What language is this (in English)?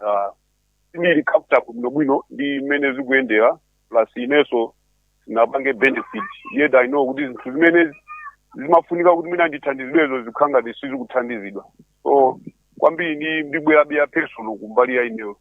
Nyanja